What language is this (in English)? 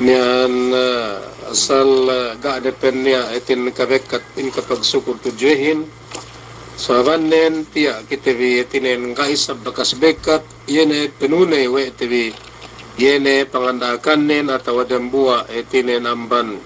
Yakan